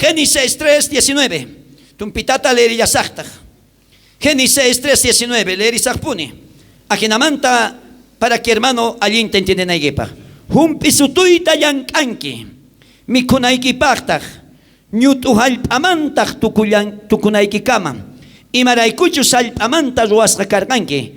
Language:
South Bolivian Quechua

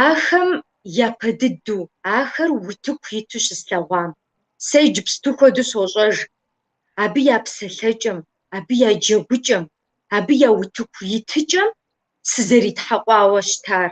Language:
Kabardian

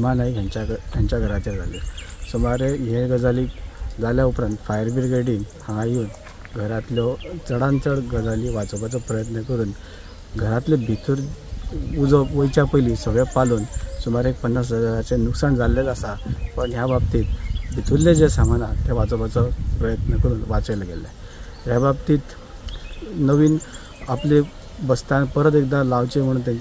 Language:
Konkani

